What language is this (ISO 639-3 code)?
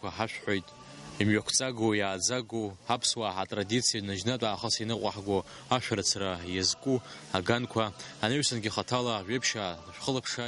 abk